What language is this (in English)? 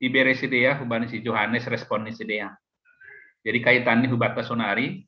Batak Simalungun